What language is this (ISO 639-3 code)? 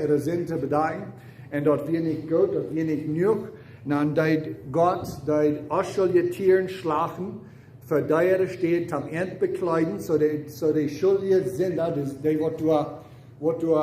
pdt